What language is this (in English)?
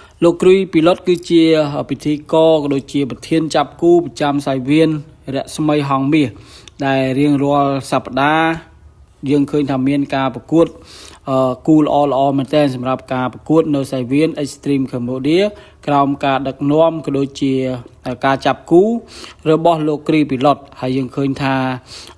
Khmer